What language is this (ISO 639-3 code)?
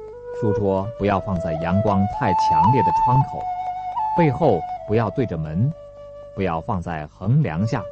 zho